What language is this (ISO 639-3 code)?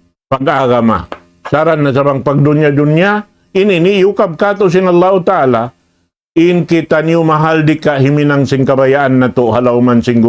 tsg